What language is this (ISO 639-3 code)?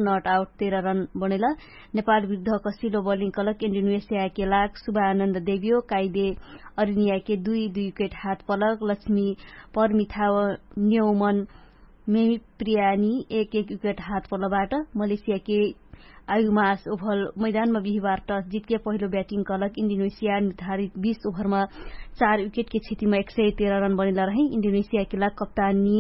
thl